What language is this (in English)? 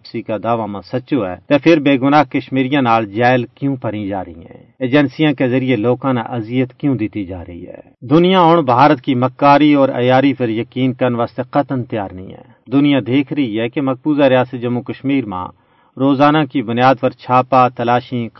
Gujari